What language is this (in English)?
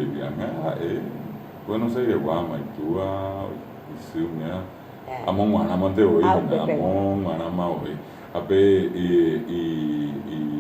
Guarani